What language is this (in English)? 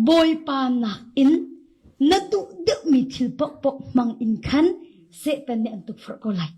Hakha Chin